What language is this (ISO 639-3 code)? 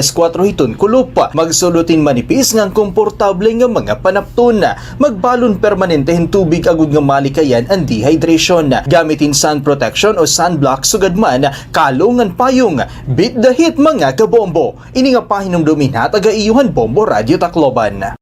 war